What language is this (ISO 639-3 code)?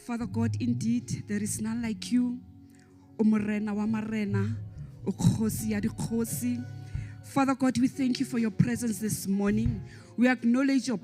sot